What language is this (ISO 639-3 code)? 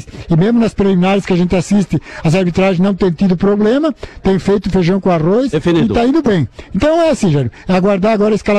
por